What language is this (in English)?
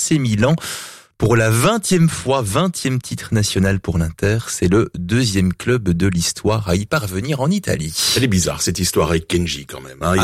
French